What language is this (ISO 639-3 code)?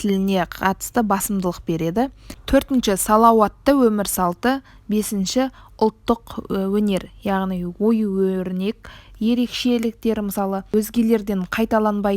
kaz